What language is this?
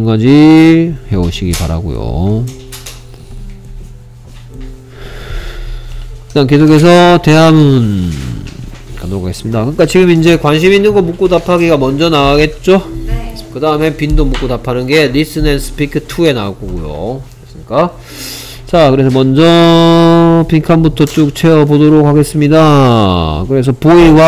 Korean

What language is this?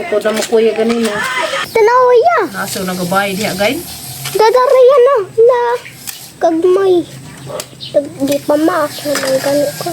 Cebuano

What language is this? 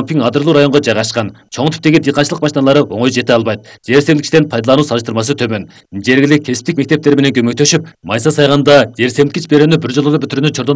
Kyrgyz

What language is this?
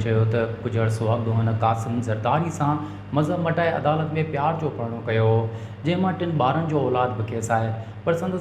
Sindhi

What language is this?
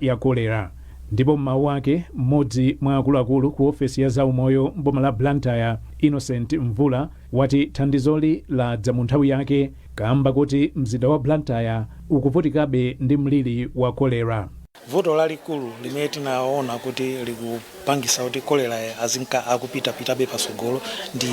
Nyanja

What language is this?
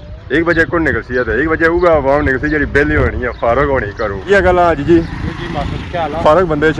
Pahari-Potwari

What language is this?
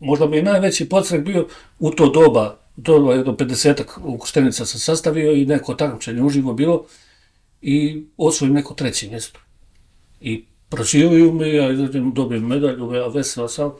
Bosnian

